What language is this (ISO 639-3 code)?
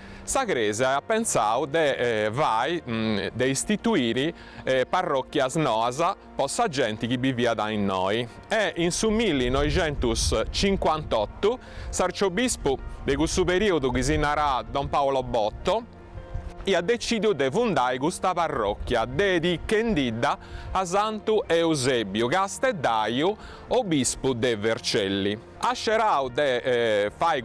srd